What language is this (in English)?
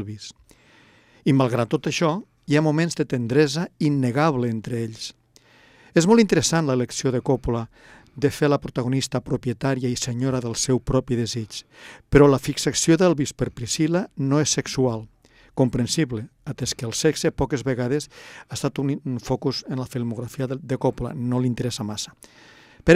Catalan